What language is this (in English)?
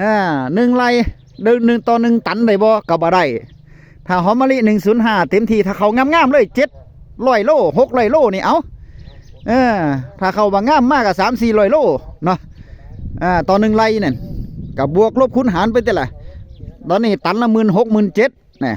Northeastern Thai